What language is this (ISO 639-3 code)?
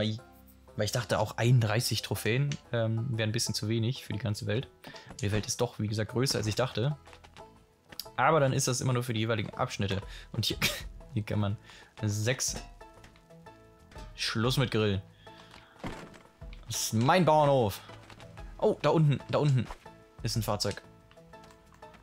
deu